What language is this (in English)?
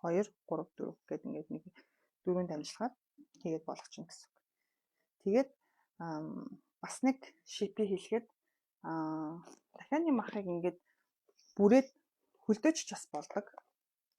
Mongolian